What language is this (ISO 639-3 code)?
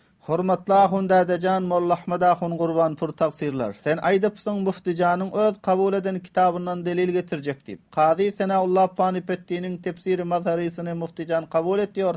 tuk